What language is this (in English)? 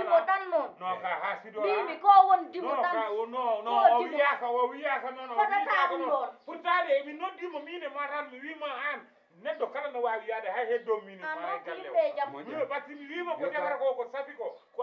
Fula